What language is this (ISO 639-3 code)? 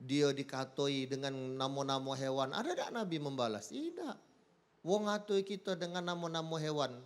mui